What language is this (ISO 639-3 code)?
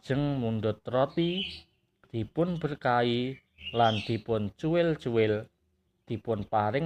jav